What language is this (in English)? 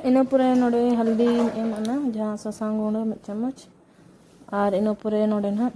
Santali